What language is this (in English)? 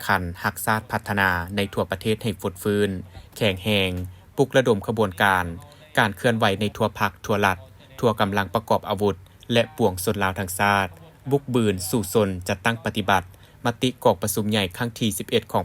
Lao